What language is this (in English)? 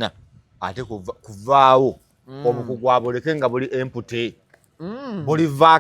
Ganda